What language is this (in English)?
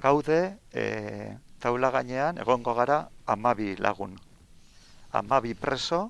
Basque